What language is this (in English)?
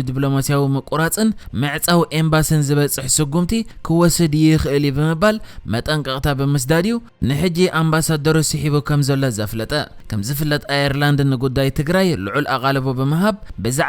Tigrinya